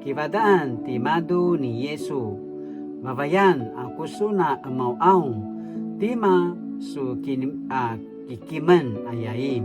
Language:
Paiwan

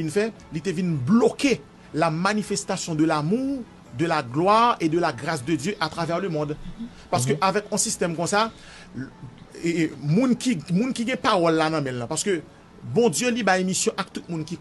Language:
Haitian Creole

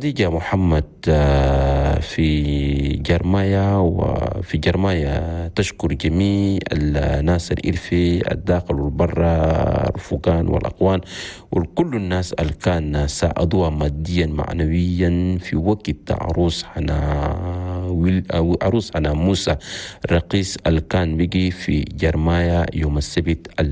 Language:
Chadian Arabic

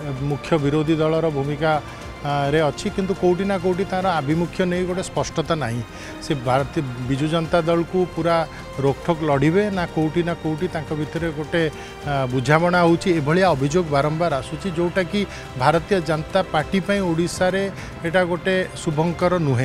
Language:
Odia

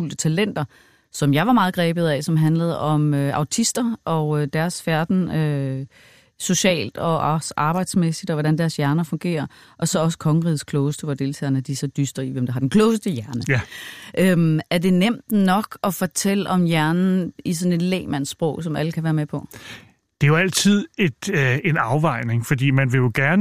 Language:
Danish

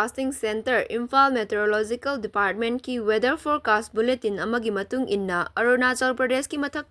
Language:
Manipuri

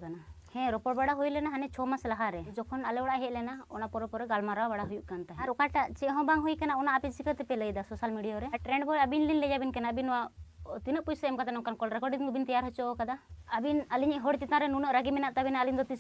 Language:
Santali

